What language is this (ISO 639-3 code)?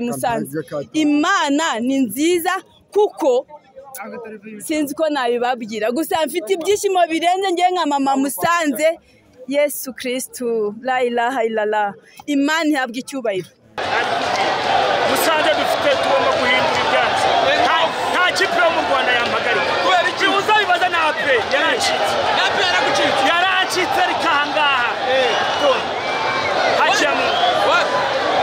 kin